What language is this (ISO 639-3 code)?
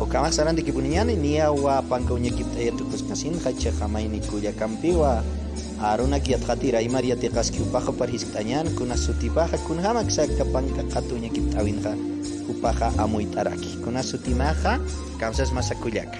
aym